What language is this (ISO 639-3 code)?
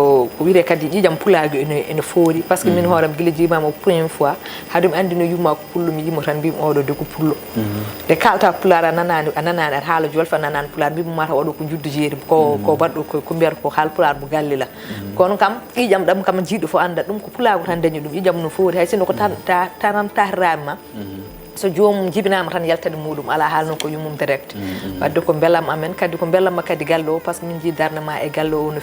ful